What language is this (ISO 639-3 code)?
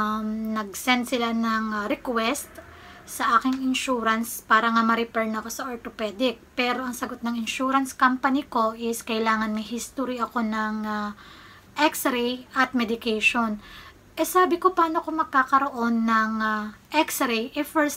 fil